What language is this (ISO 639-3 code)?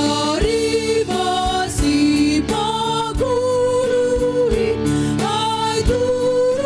bts